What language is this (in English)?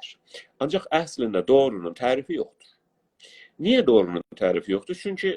South Azerbaijani